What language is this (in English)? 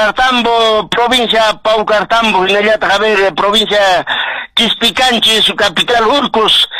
Quechua